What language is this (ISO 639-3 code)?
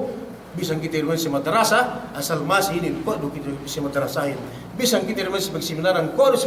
yka